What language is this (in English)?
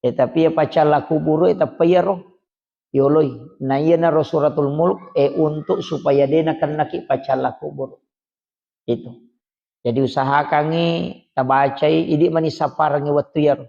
Buginese